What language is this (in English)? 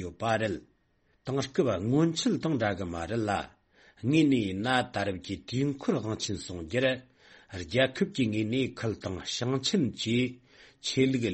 Tibetan